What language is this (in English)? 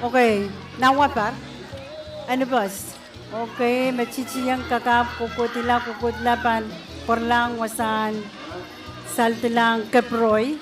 Pohnpeian